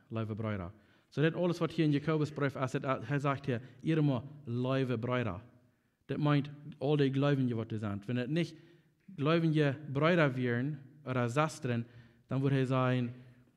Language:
Plautdietsch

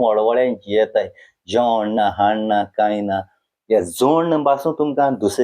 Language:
Konkani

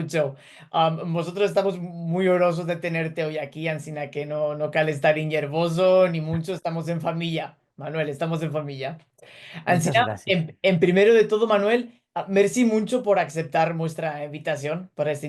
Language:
Ladino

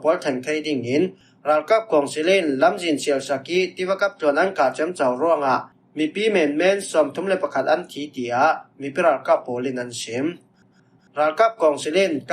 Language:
Falam Chin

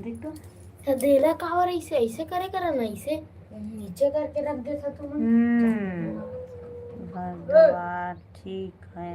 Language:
Chhattisgarhi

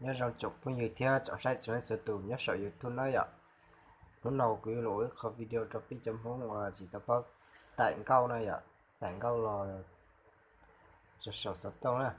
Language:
Hmong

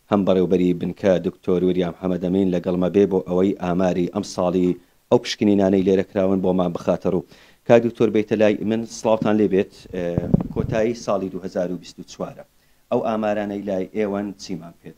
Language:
Central Kurdish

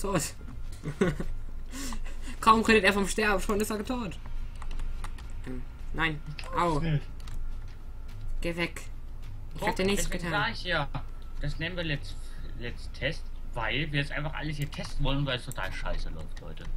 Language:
German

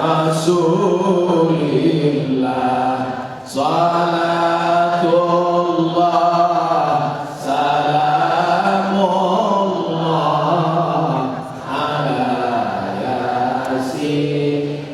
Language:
Minangkabau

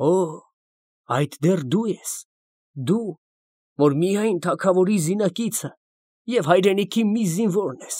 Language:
Armenian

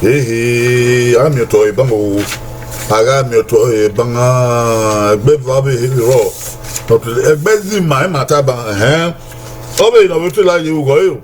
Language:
Bini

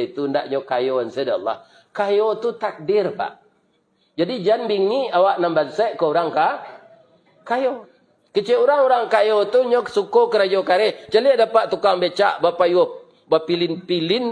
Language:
Minangkabau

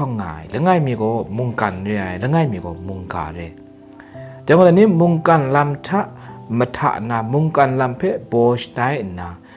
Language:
Kachin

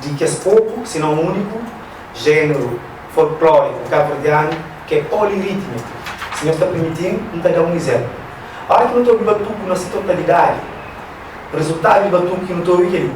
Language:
Kabuverdianu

